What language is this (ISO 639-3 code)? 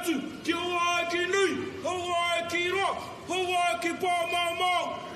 mri